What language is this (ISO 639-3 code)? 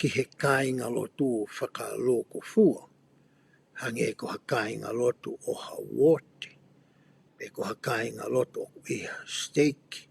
ton